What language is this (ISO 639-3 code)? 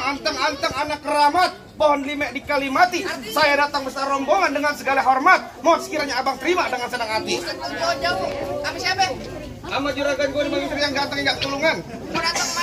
bew